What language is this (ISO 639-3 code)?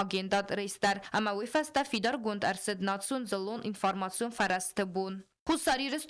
oss